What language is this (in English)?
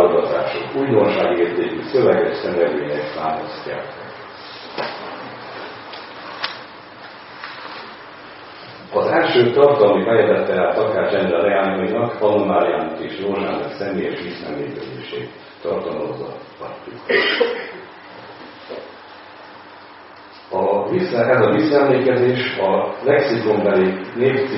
Hungarian